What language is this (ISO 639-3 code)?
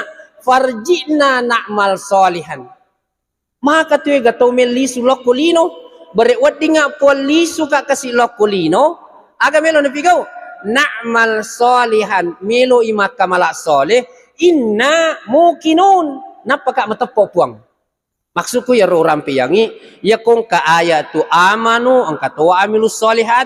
bug